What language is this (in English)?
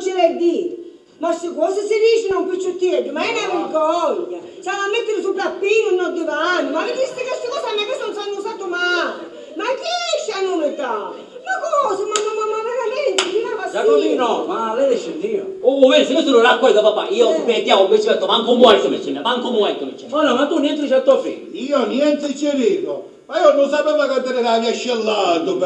Sicilian